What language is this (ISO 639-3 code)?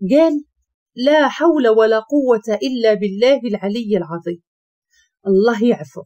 ary